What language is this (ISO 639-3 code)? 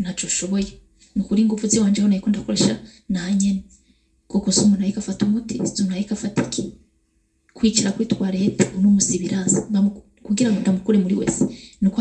run